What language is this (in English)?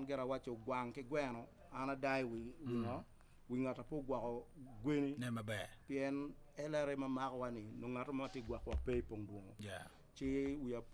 Acoli